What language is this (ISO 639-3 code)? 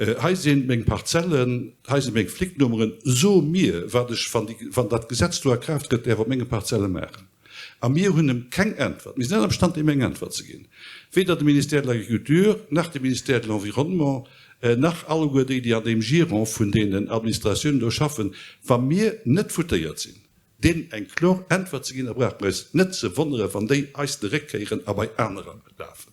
ltz